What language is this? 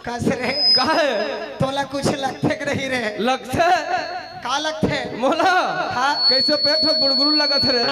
Chhattisgarhi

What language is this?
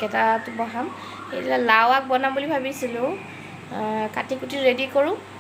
Assamese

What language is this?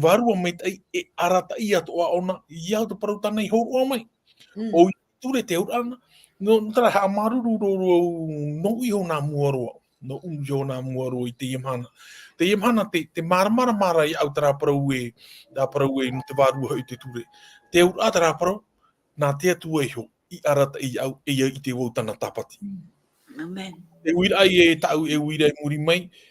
Tahitian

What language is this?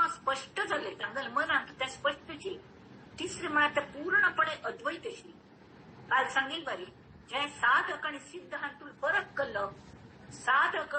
Konkani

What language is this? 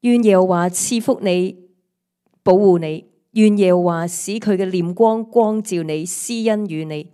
Cantonese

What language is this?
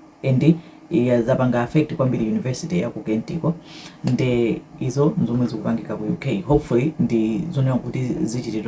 Nyanja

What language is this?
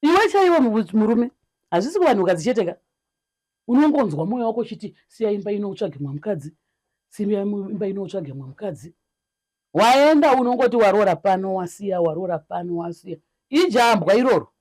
Shona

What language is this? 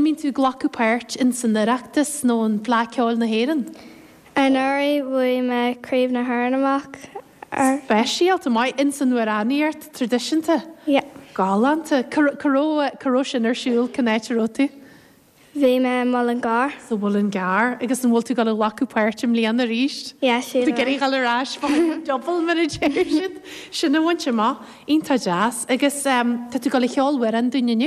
Irish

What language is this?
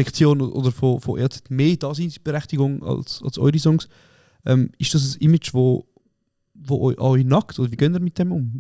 Swiss German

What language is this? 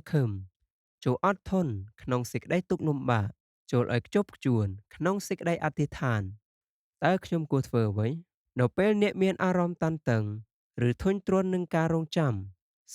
Khmer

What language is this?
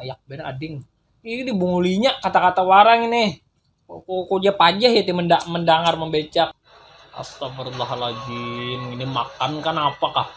Banjar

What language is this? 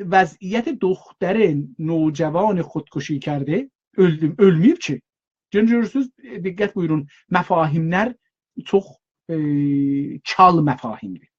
South Azerbaijani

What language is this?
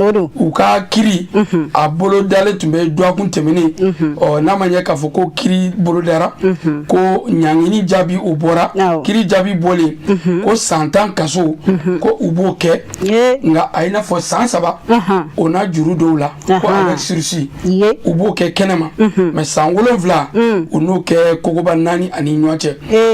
Bambara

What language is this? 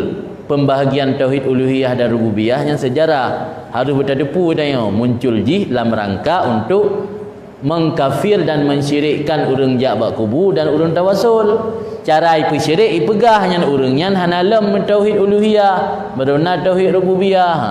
Achinese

